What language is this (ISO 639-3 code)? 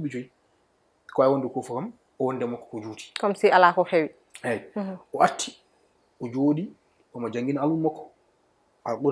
ful